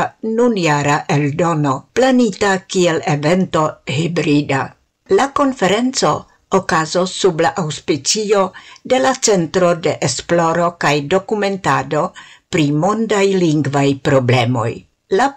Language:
Esperanto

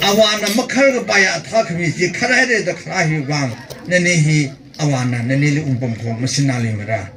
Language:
Tangkhul Naga (India)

